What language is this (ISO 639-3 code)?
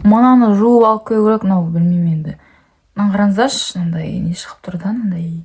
kaz